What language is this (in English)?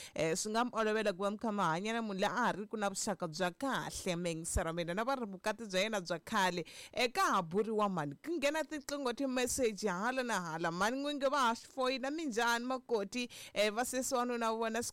Tsonga